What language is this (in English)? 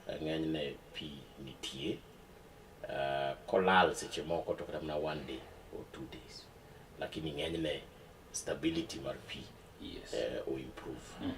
Luo (Kenya and Tanzania)